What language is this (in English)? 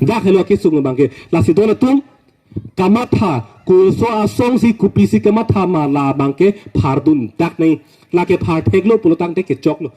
Karbi